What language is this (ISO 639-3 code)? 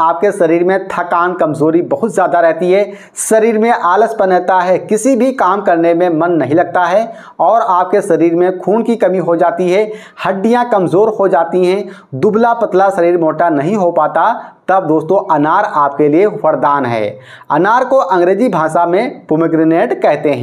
hin